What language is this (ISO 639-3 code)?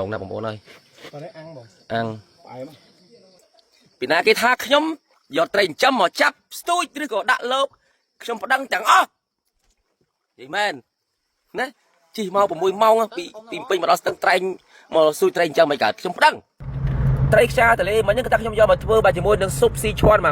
khm